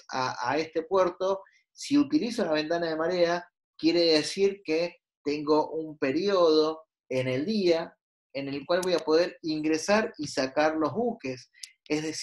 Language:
Spanish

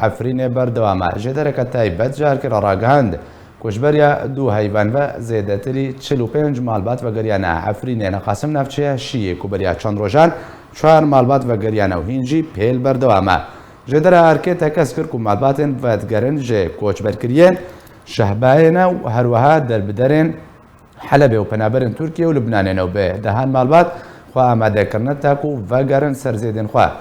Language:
Kurdish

